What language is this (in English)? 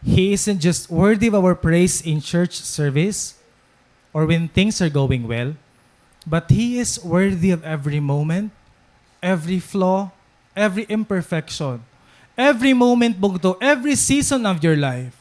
Waray